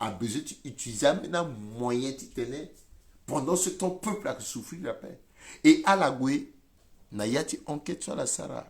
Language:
Sango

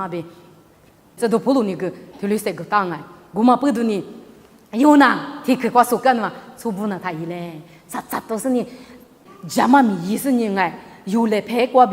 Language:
Lisu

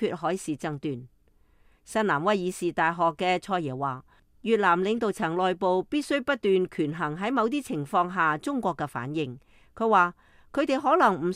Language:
Cantonese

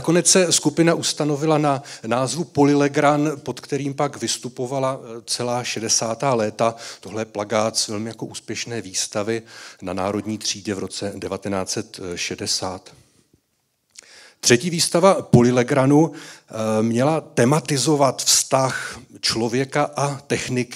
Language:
Czech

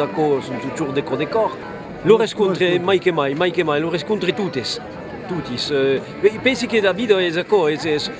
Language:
Occitan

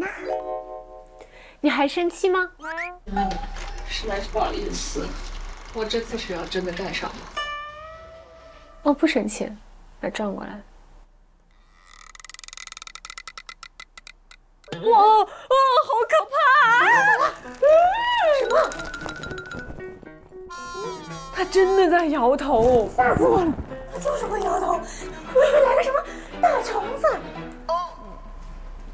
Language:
Chinese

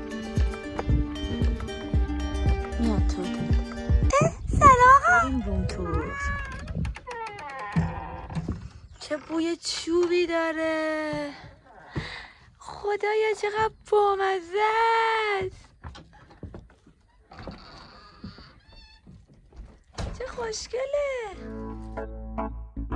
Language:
Persian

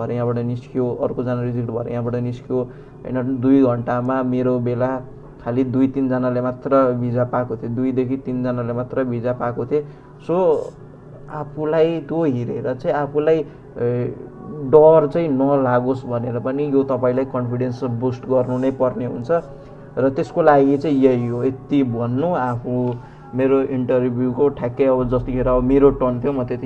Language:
Nepali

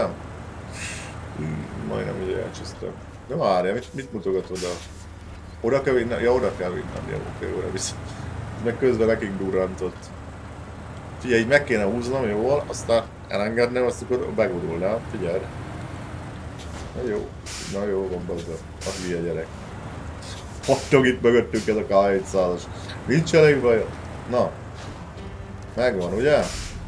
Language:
Hungarian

